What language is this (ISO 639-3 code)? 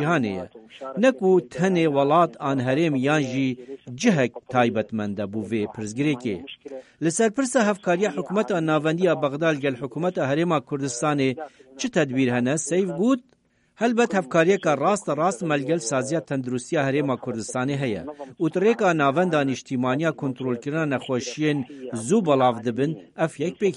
kur